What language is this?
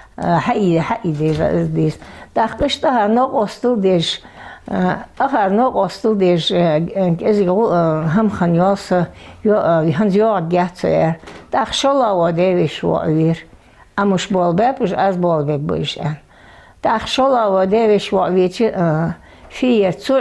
Ingush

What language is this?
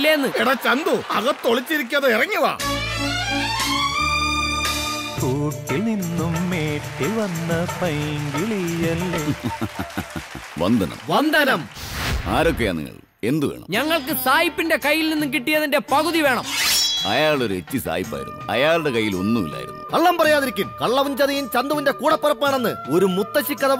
Malayalam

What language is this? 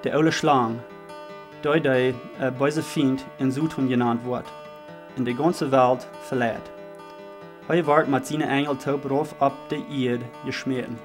Plautdietsch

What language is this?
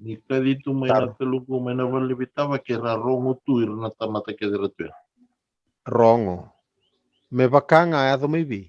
Fijian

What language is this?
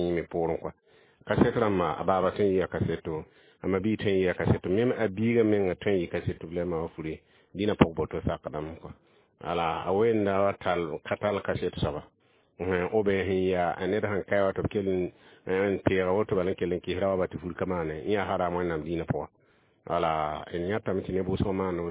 Mossi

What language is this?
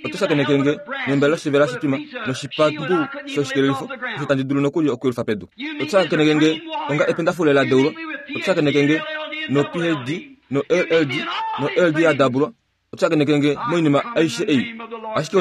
Kuanyama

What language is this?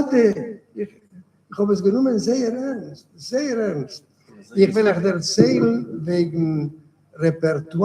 Yiddish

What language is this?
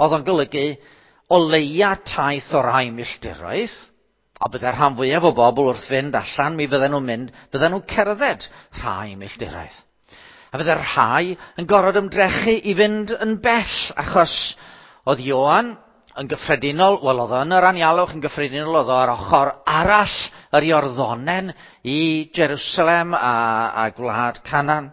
Welsh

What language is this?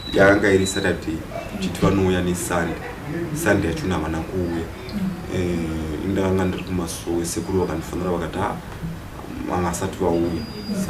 Shona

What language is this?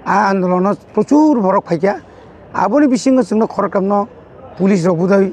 Kok Borok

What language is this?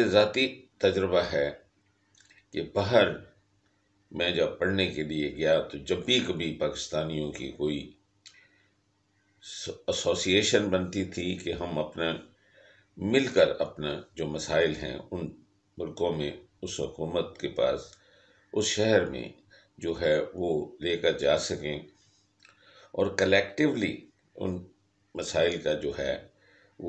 Urdu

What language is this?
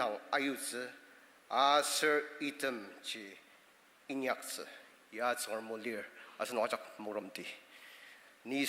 Ao Naga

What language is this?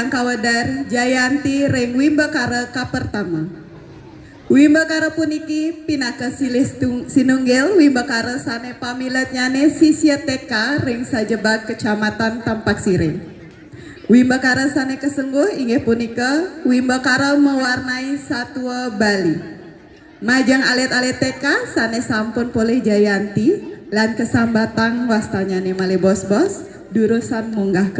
Balinese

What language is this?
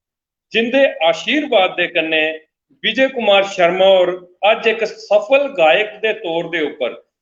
Dogri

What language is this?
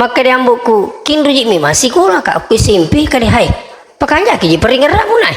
Buginese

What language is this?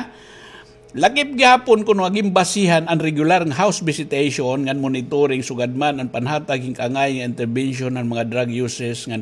Waray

